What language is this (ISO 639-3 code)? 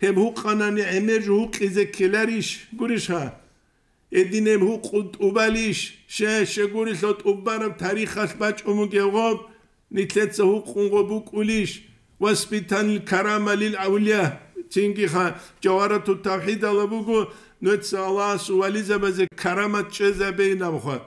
ava